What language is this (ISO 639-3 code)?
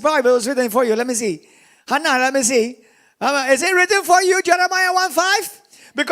eng